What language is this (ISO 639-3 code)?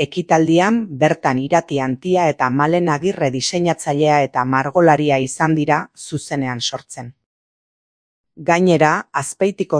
eus